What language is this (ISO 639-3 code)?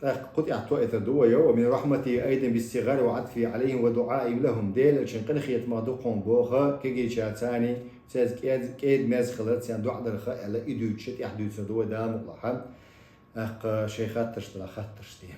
che